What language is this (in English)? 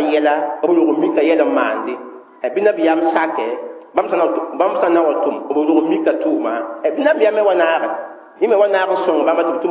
Mossi